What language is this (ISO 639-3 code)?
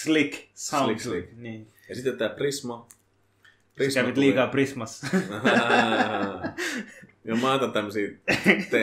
fin